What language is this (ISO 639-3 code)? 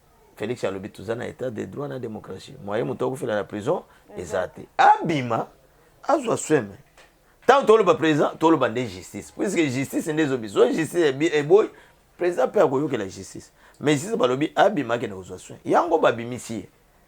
lin